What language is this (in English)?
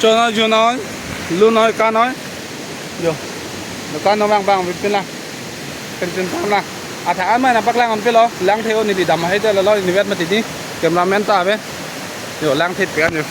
Karbi